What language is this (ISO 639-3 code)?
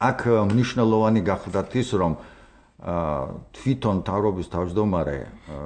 kat